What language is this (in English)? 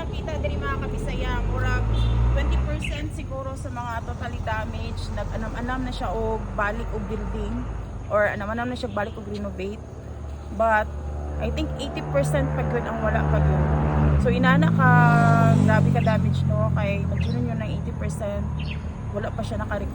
Cebuano